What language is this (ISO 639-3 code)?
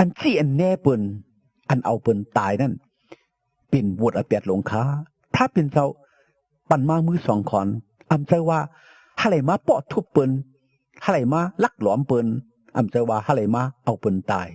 shn